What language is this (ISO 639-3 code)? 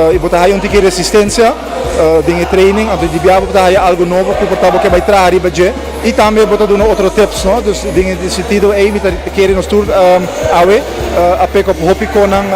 pap